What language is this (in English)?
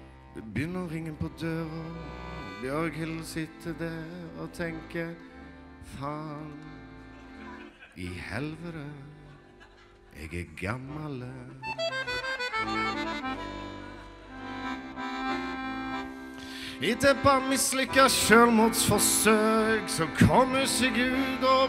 Norwegian